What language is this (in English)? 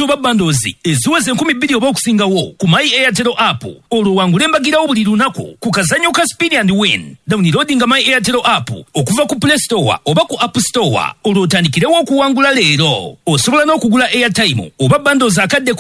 Ganda